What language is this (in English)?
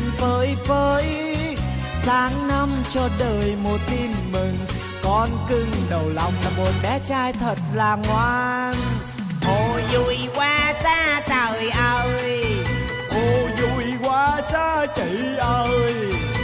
Vietnamese